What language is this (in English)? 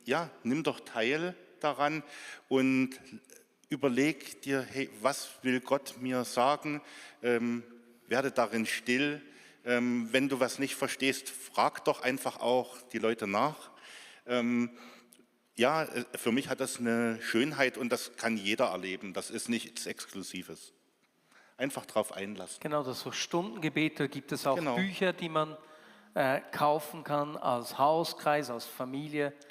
Swiss German